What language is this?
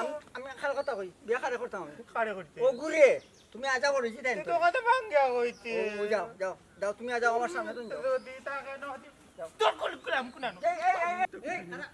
Sylheti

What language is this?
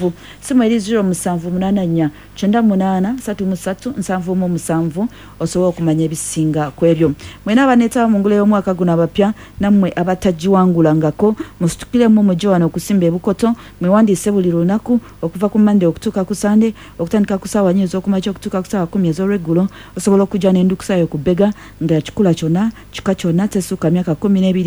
Ganda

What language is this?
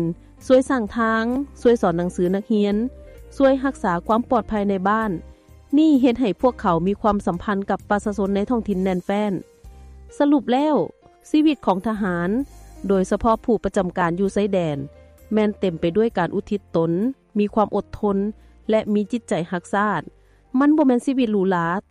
Lao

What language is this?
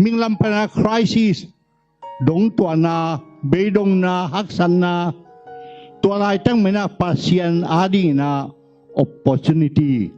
Tedim Chin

